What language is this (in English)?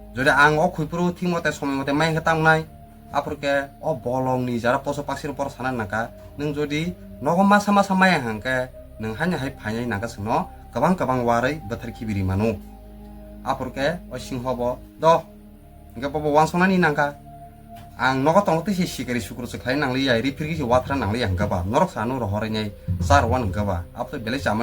Kok Borok